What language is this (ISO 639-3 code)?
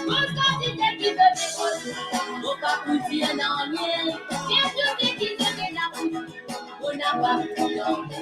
mfe